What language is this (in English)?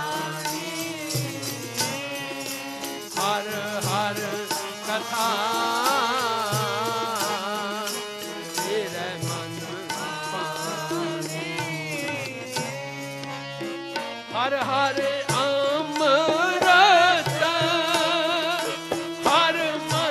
Punjabi